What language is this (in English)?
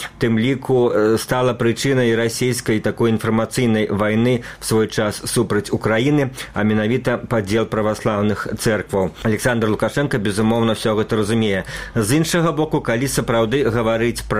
Belarusian